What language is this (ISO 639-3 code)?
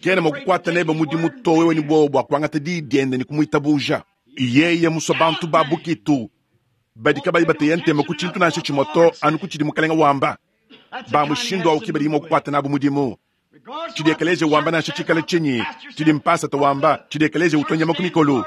lua